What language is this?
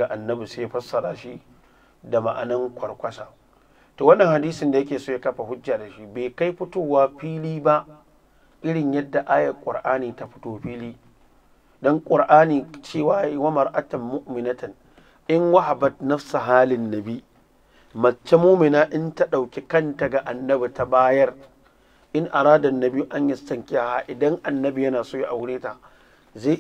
Hausa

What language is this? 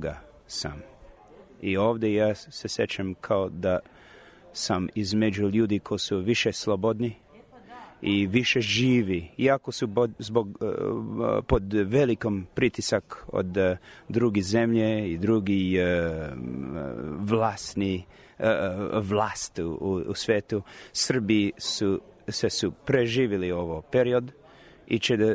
Serbian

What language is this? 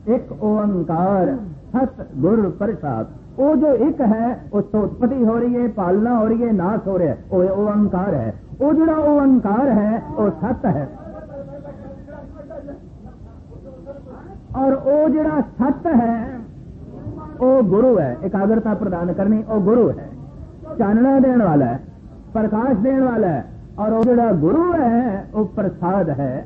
Punjabi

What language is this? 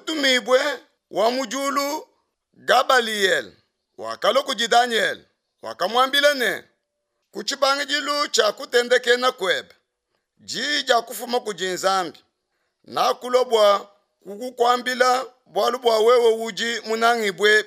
Luba-Lulua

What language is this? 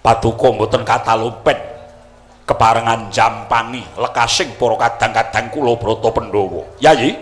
Javanese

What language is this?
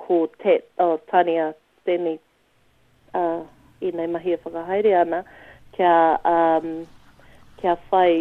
Māori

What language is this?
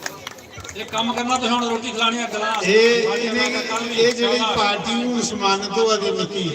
Dogri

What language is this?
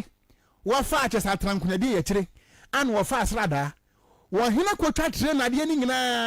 Akan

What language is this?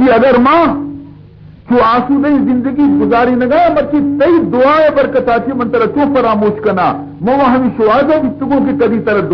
Baluchi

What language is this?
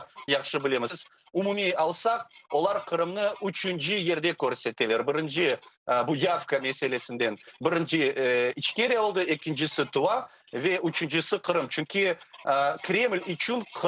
Crimean Tatar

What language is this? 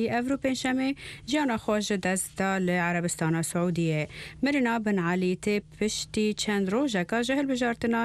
Central Kurdish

